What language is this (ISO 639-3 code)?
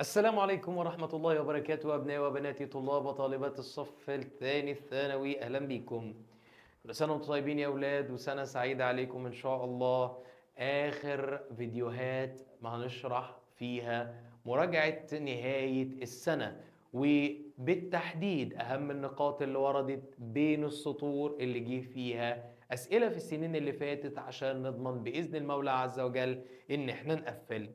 arz